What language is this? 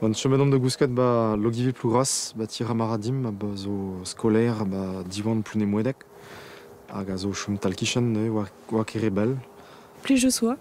Breton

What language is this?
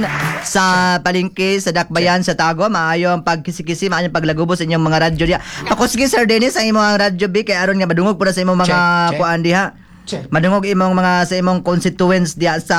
Cebuano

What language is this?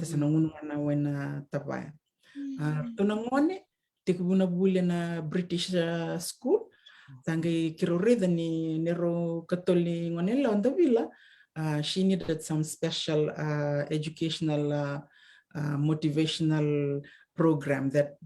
Fijian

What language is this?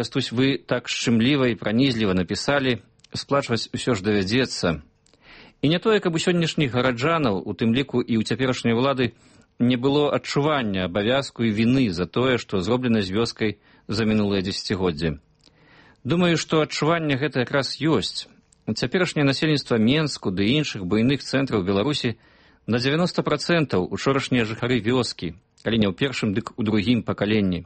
Belarusian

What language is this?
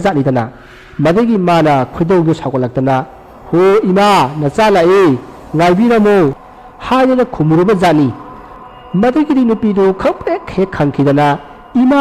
Manipuri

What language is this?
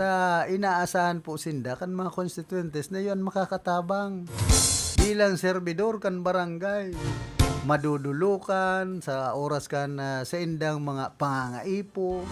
Bikol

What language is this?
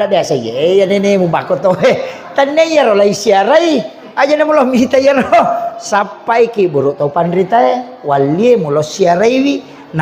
Buginese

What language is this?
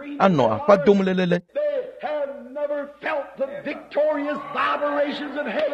Ewe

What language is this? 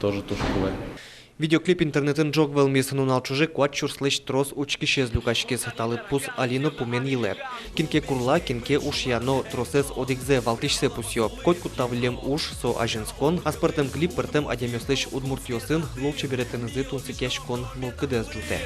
Udmurt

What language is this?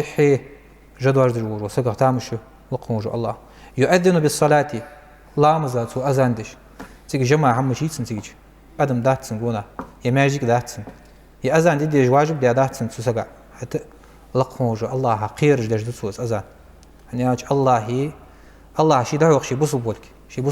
Ingush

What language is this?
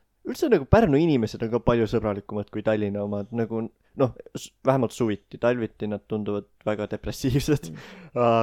Estonian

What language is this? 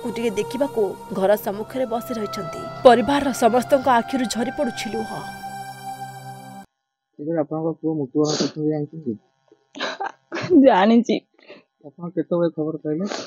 Odia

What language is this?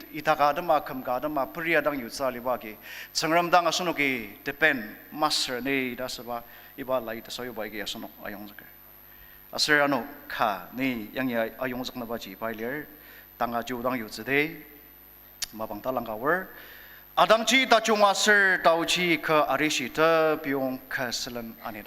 Ao Naga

